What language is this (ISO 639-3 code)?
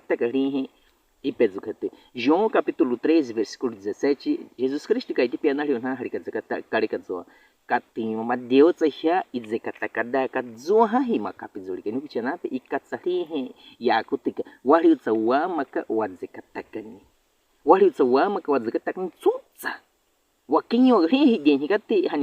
bwi